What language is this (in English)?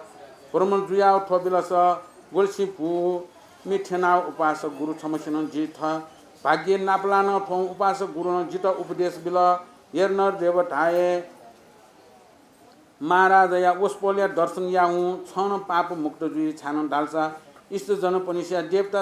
Newari